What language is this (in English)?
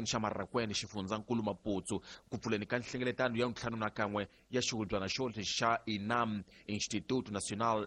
Tsonga